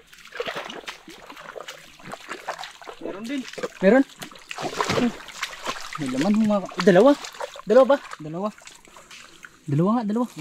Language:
Filipino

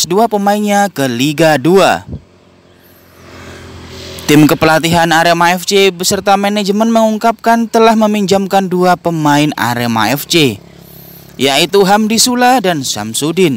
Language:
Indonesian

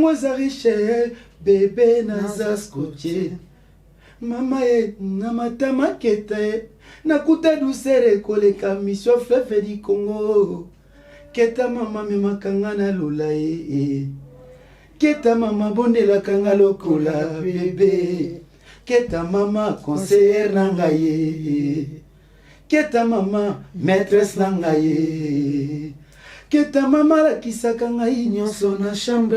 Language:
Lingala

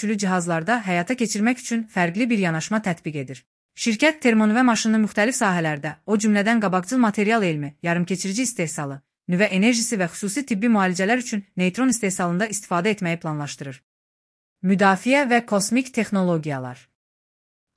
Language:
Azerbaijani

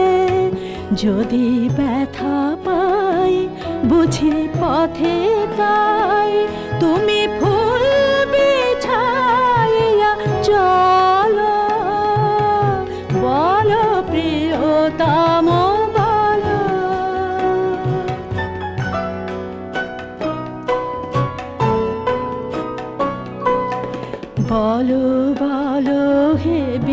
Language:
Bangla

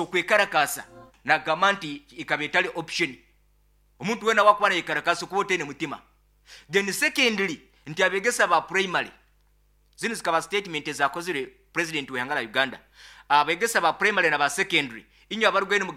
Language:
Nyoro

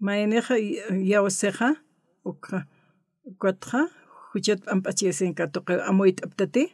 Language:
Aymara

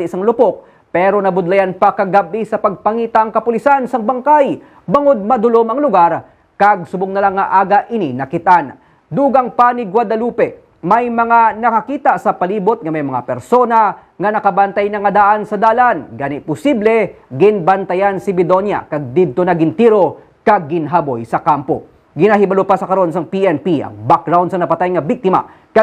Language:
Hiligaynon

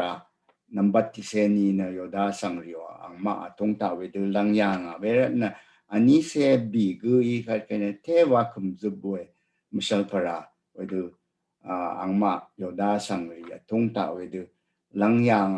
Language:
Rawang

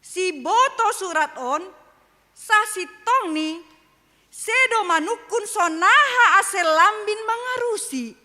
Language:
Batak Simalungun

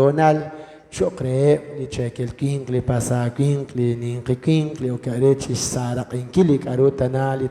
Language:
Kekchí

